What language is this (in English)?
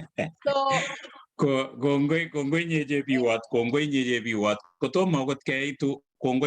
Kalenjin